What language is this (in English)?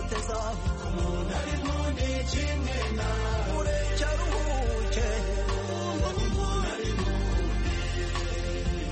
Kinyarwanda